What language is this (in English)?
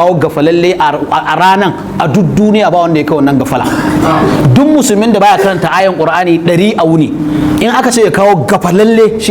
Hausa